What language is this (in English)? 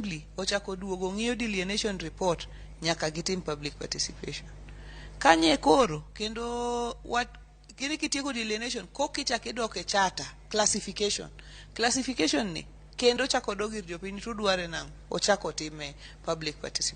Luo (Kenya and Tanzania)